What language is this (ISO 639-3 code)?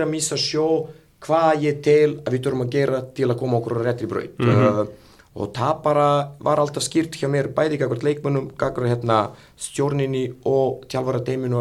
isl